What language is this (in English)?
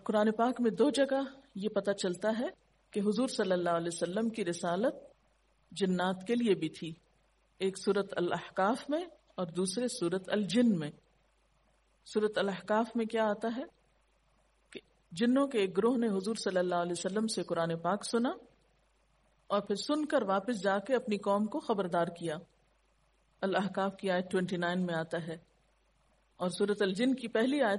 Urdu